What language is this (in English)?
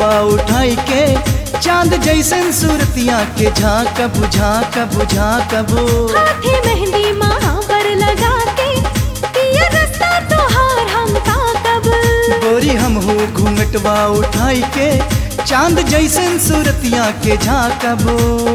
Bhojpuri